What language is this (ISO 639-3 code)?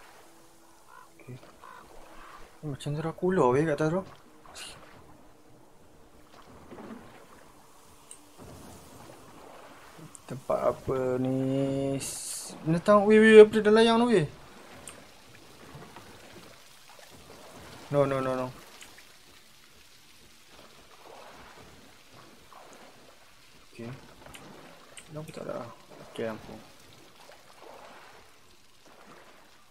msa